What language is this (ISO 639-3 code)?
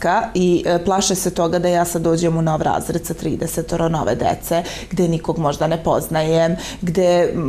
srp